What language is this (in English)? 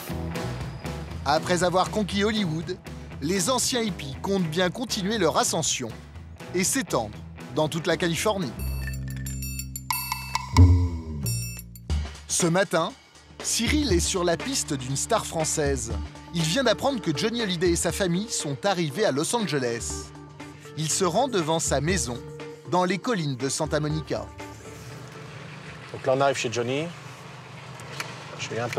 French